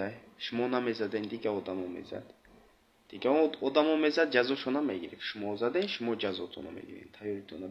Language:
Tajik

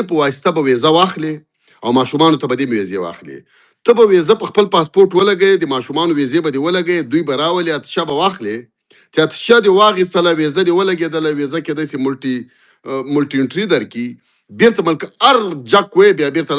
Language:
Pashto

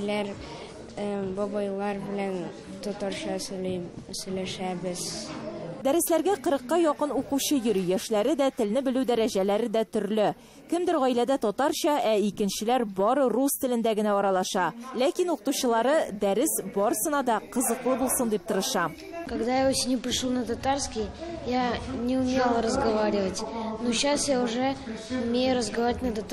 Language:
Tatar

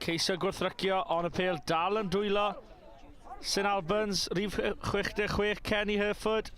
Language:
Welsh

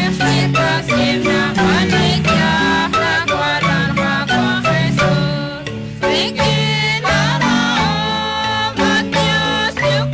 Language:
Kekchí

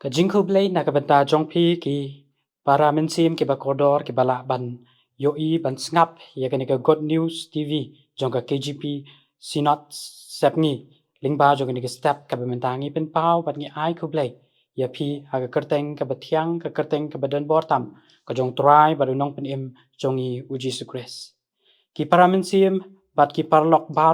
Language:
Khasi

